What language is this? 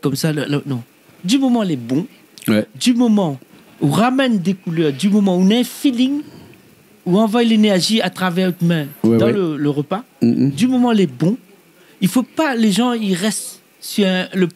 Réunion Creole French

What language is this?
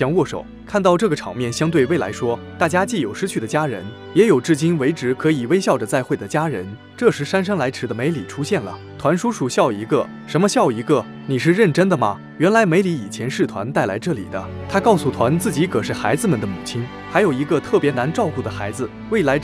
Chinese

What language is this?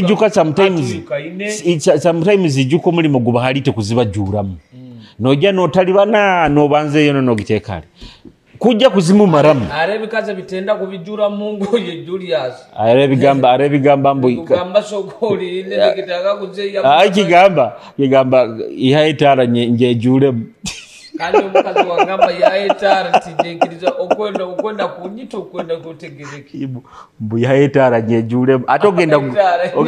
Nyoro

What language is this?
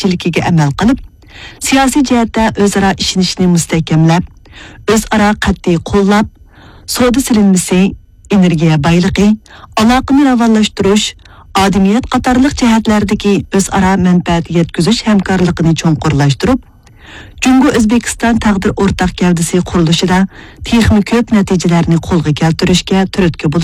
Uyghur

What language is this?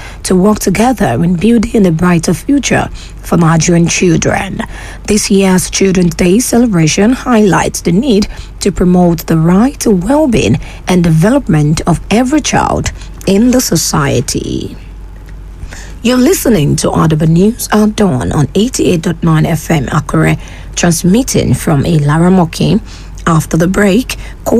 English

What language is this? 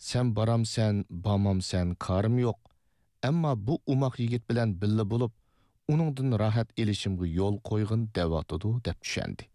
Uyghur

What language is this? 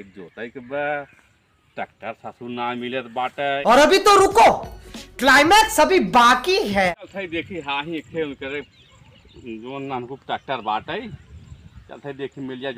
Awadhi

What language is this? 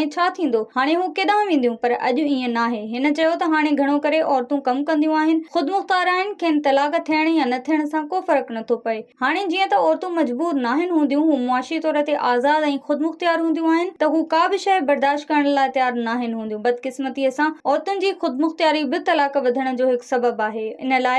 Sindhi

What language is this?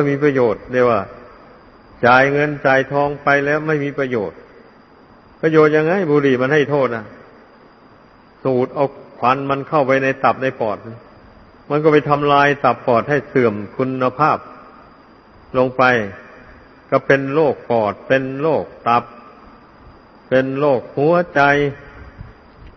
Thai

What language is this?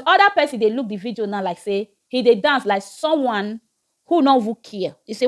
Nigerian Pidgin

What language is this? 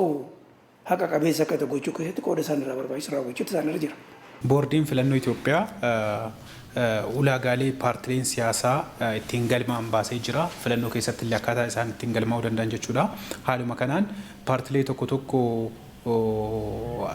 Oromo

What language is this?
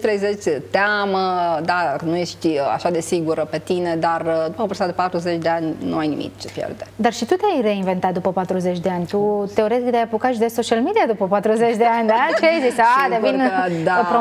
Romanian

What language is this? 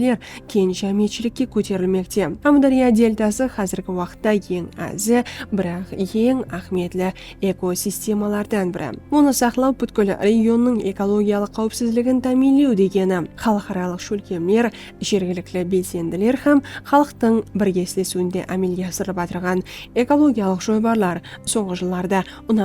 Kara-Kalpak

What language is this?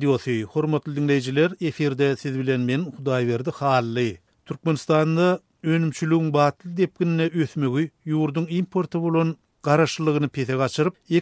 Turkmen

